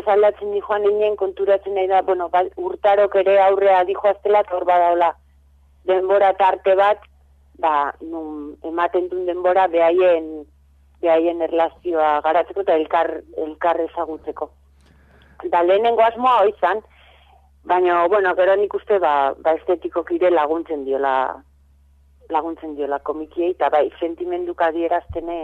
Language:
Basque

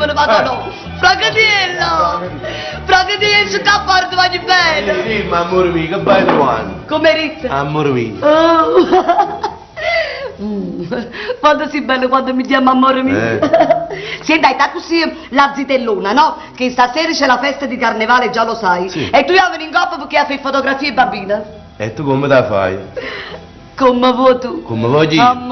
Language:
Neapolitan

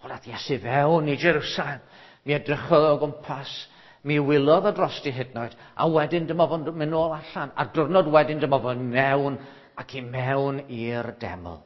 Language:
Welsh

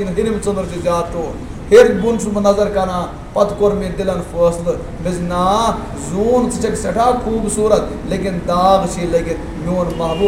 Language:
Kashmiri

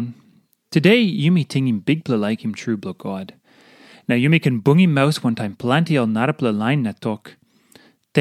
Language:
Tok Pisin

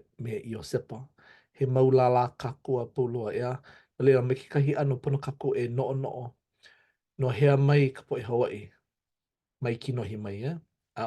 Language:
Hawaiian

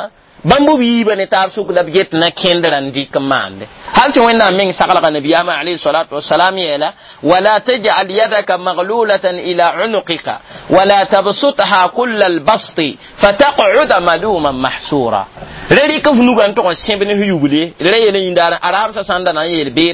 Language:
Mossi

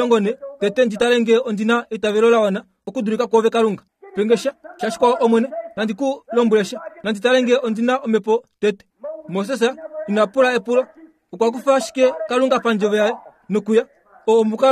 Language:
Kuanyama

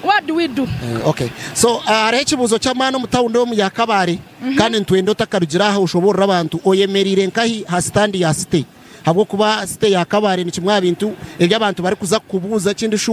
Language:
Nyankole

